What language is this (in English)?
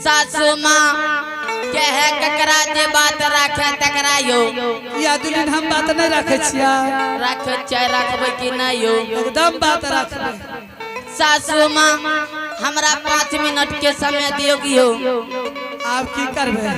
Angika